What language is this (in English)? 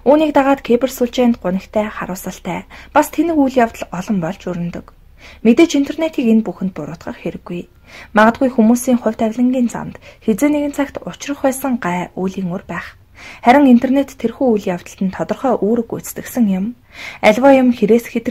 Mongolian